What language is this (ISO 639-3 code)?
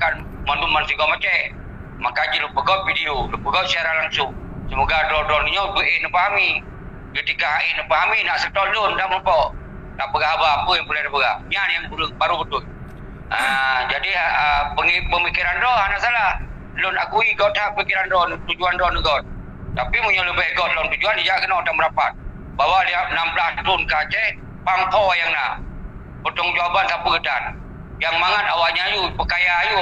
ace